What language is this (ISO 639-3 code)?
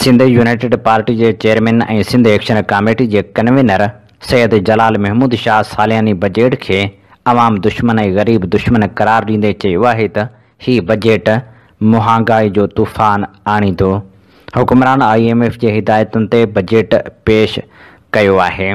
snd